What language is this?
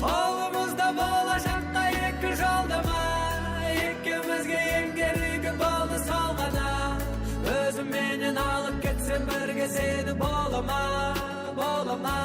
Kara-Kalpak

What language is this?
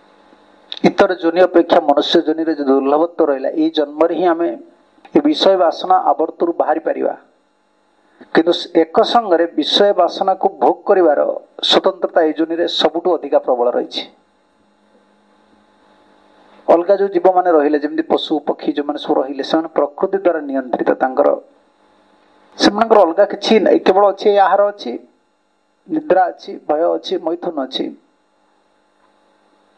Odia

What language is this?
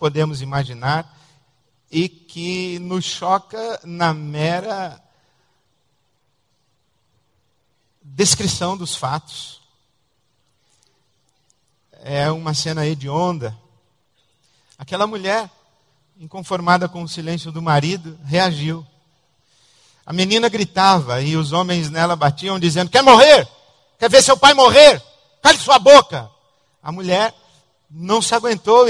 Portuguese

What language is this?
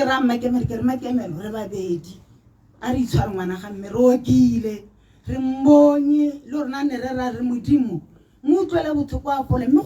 Tswana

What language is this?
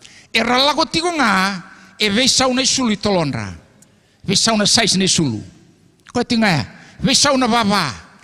Fijian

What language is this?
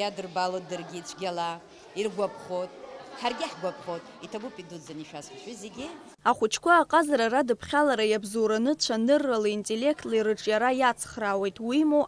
Abkhazian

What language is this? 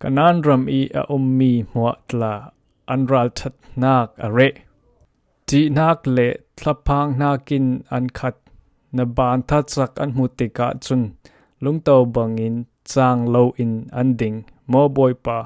Falam Chin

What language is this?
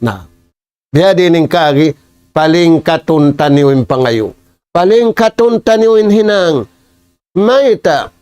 Tausug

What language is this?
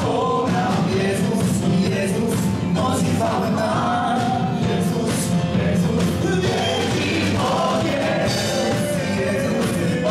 Polish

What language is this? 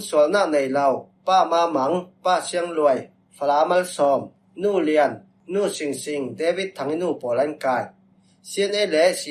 Falam Chin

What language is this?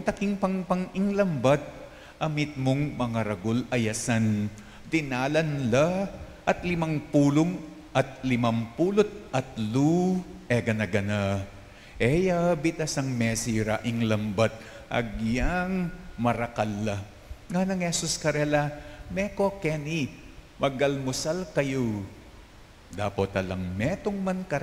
Pampanga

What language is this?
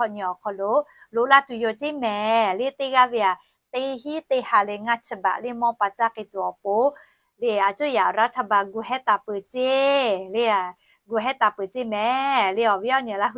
Lahu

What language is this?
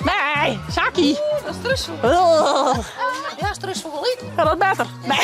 Western Frisian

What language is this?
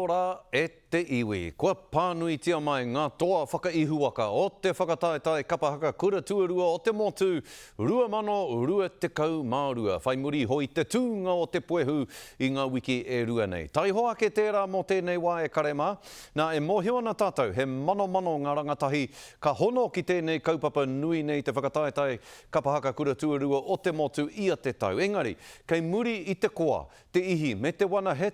Māori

